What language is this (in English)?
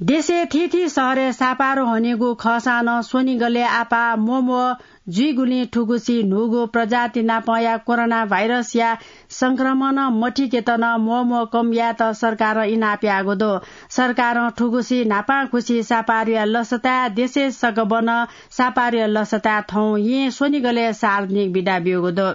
Newari